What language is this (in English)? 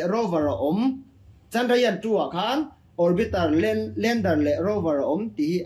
Mizo